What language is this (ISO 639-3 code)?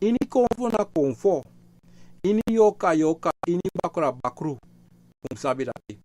srn